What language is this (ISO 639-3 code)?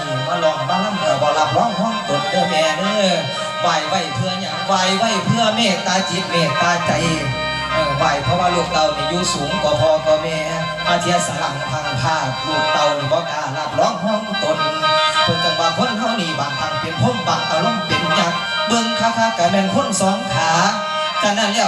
tts